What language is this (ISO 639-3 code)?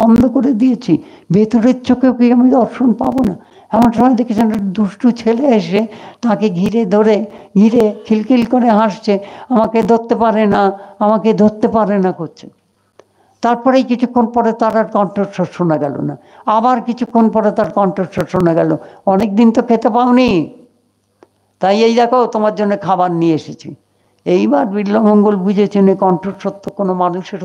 ben